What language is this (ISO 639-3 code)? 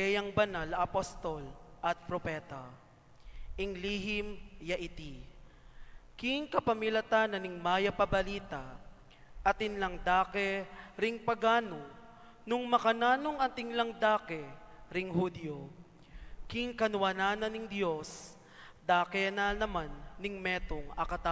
pam